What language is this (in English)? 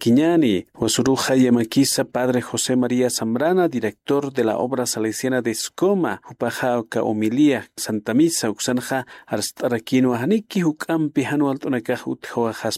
Aymara